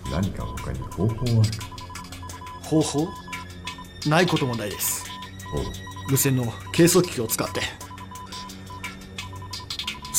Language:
Japanese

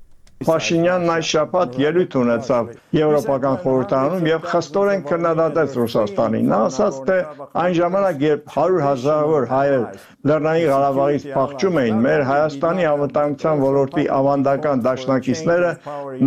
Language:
Armenian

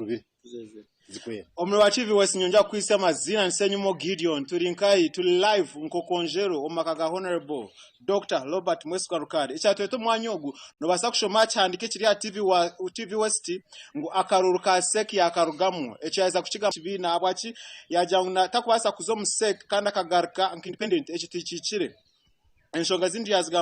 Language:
Nyankole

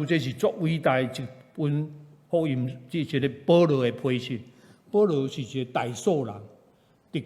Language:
Min Nan Chinese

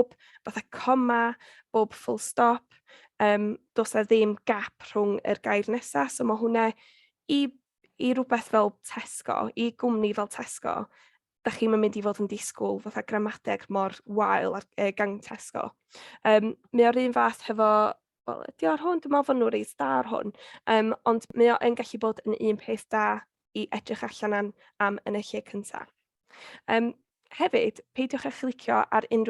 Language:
Welsh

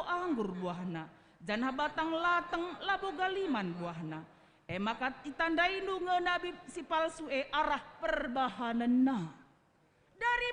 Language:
Batak Karo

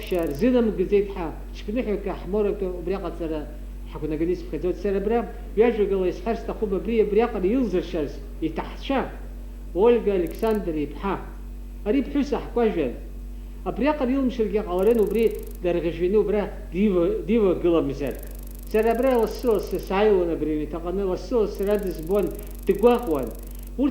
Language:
Abkhazian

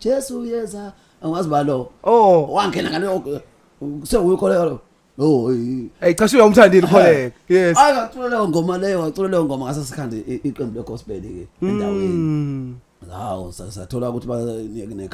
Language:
Zulu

